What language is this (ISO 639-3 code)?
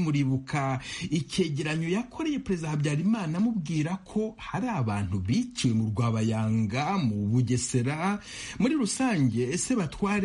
kin